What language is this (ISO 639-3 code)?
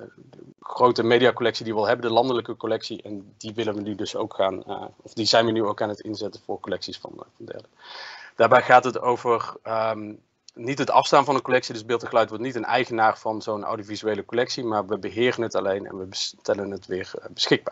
nld